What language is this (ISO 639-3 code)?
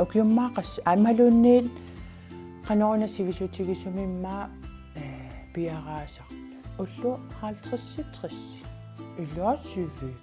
kal